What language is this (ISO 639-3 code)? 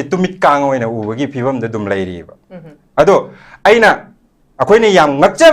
mni